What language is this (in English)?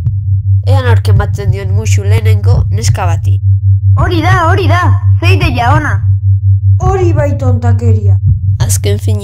Basque